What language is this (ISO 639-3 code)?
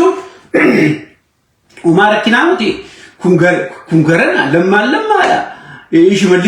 orm